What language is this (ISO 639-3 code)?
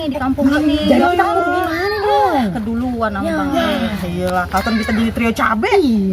bew